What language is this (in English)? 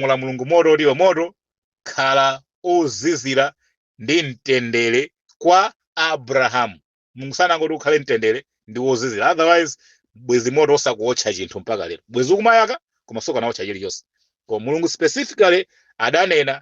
Nyanja